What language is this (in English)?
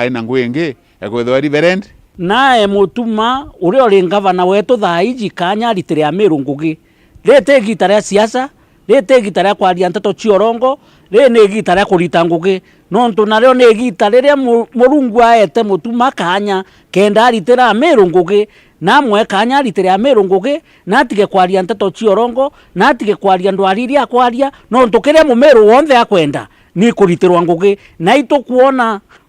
Meru